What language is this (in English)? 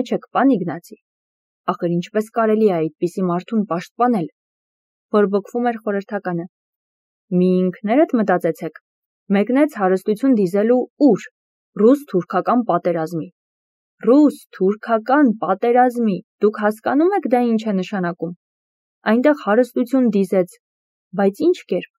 Armenian